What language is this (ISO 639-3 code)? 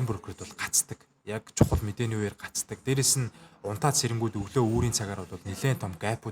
mon